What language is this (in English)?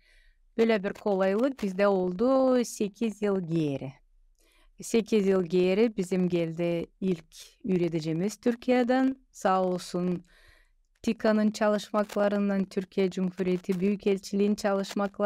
Gagauz